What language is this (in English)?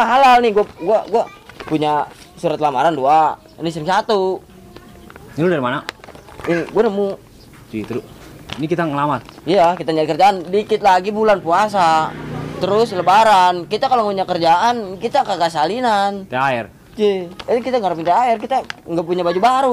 Betawi